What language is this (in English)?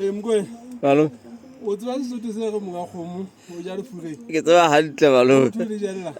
Southern Sotho